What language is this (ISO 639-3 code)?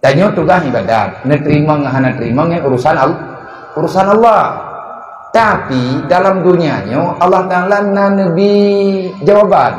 ace